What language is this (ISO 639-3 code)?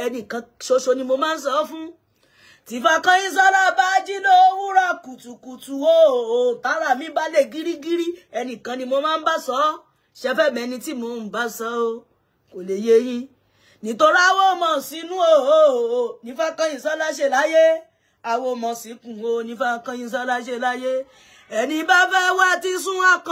yor